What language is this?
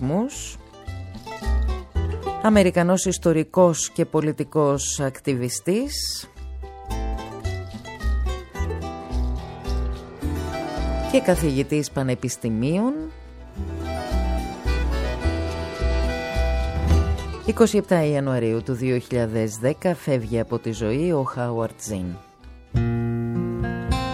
Greek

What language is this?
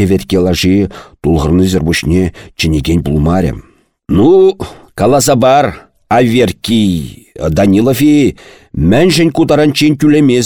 Chuvash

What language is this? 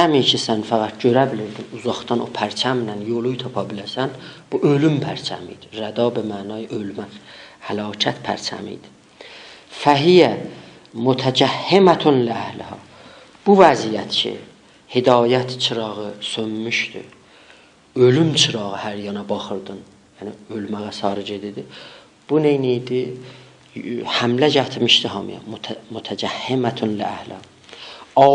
South Azerbaijani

